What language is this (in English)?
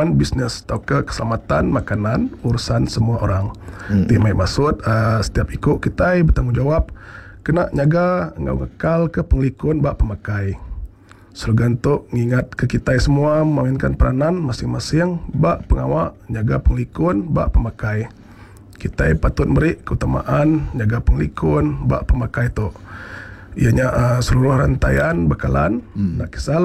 Iban